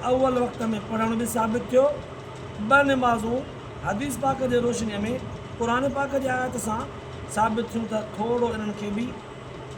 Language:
Sindhi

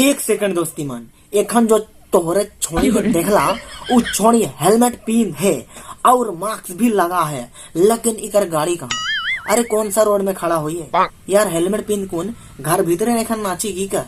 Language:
Sadri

